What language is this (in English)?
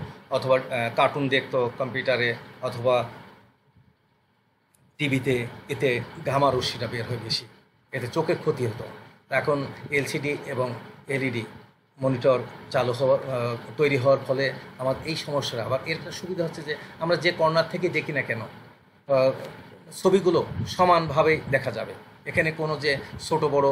Bangla